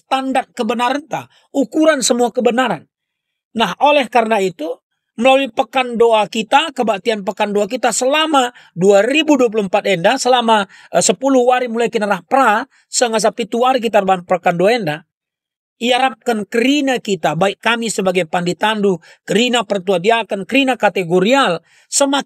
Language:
Batak Karo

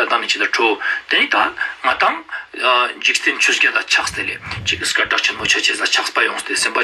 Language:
Ladakhi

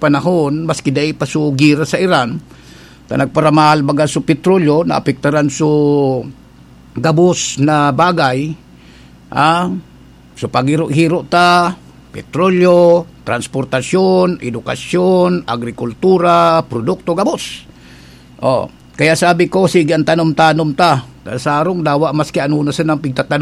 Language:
Bikol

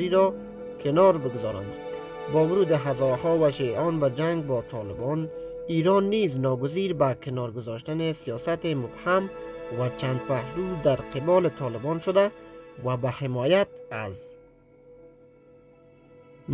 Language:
Persian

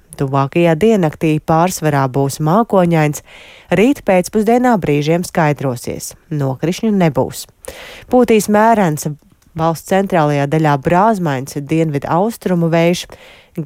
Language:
Latvian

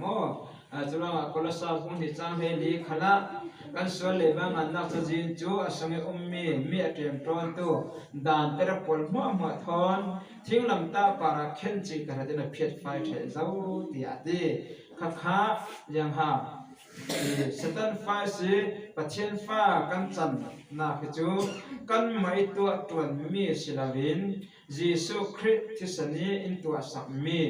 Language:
Falam Chin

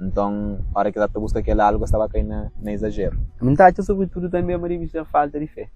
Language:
Kabuverdianu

